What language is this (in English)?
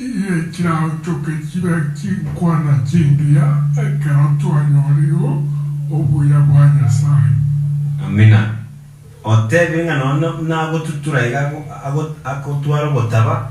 Gusii